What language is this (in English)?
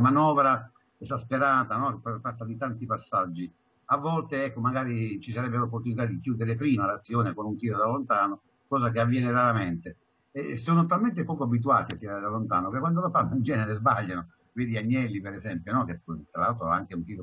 Italian